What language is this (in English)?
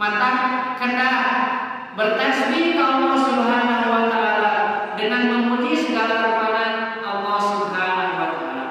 Sundanese